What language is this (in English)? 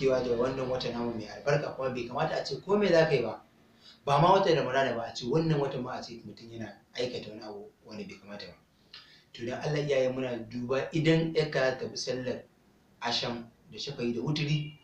Hausa